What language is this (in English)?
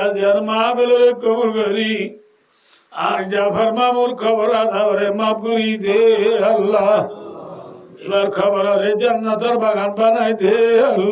Rohingya